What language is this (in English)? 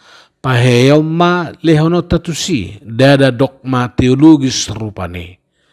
Batak Toba